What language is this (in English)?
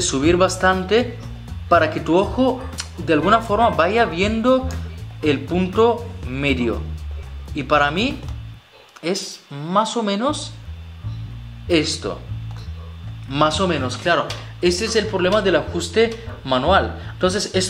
Spanish